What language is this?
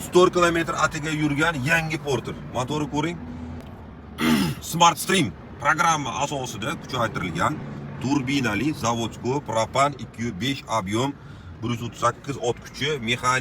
Uzbek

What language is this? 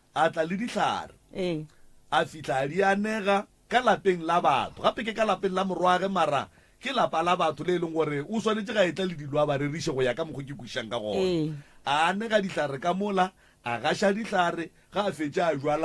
Northern Sotho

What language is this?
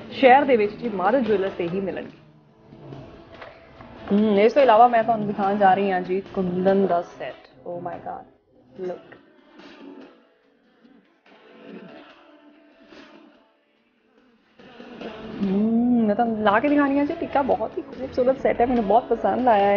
Punjabi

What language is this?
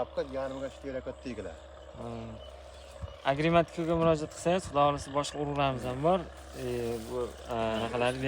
Uzbek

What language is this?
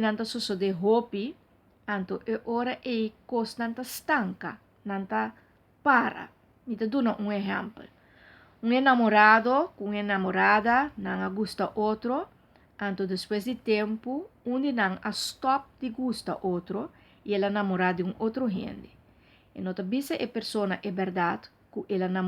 Papiamento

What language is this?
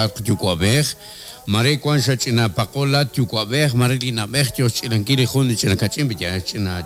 Kekchí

